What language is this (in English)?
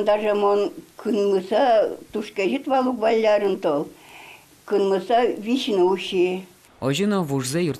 Udmurt